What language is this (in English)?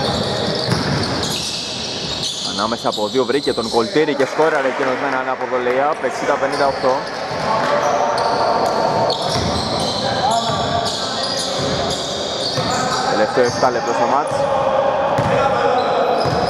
Greek